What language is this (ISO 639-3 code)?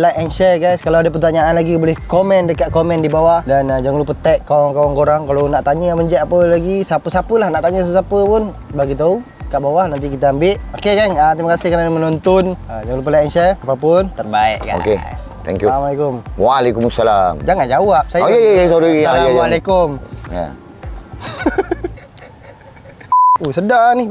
msa